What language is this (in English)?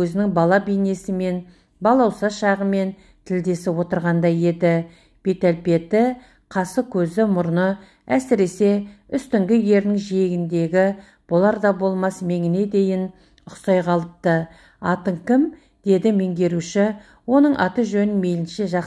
Kazakh